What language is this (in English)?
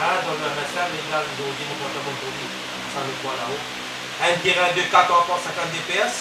Morisyen